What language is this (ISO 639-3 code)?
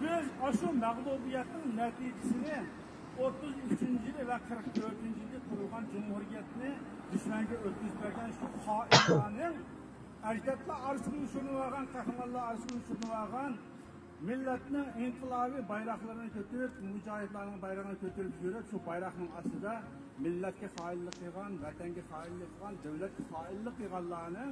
uig